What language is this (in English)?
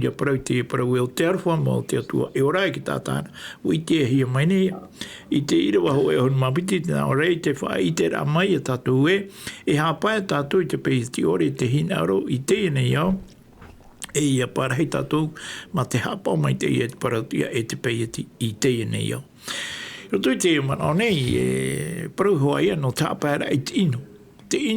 Tahitian